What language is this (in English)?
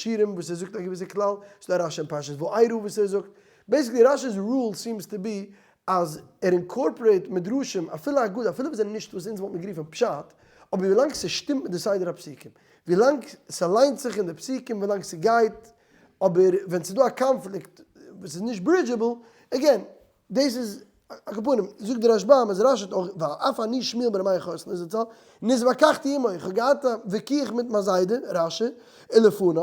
Yiddish